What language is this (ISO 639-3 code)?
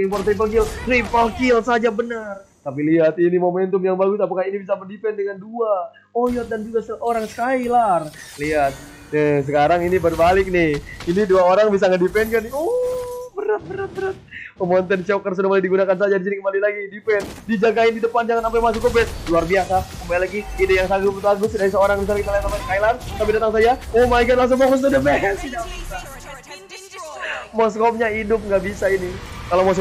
ind